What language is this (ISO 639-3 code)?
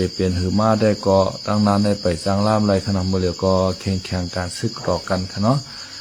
shn